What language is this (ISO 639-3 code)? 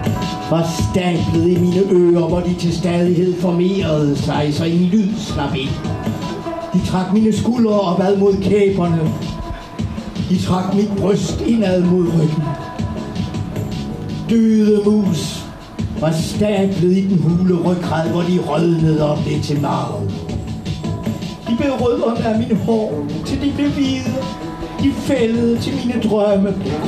dan